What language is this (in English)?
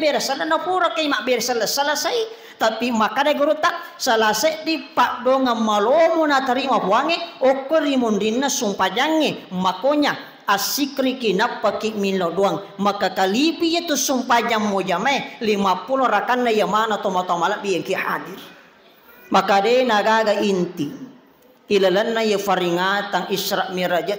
Buginese